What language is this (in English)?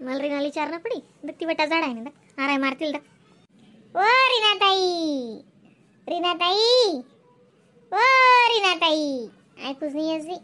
Khandesi